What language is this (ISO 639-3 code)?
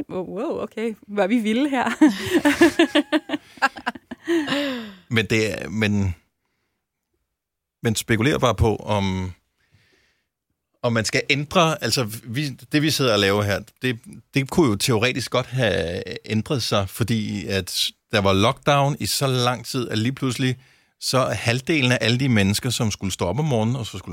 dan